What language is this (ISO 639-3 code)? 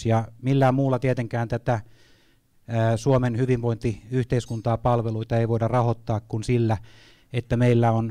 fin